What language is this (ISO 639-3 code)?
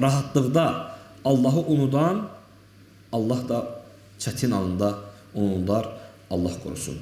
aze